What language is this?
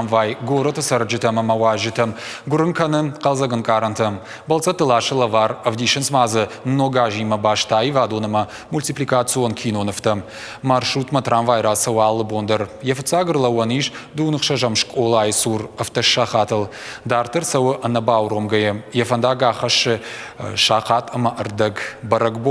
Ossetic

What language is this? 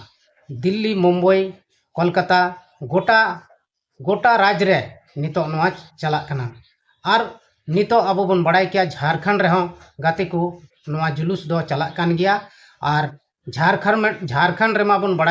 Santali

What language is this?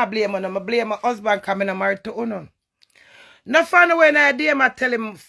Jamaican Creole English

